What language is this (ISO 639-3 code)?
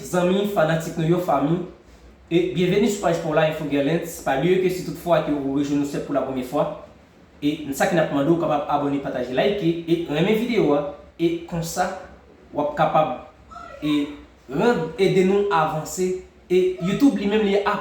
hat